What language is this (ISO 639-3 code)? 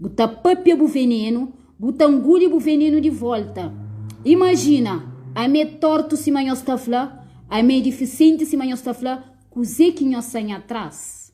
kea